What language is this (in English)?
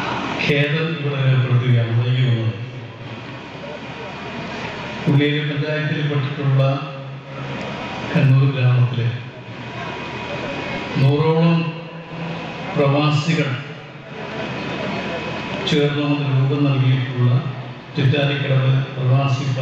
Malayalam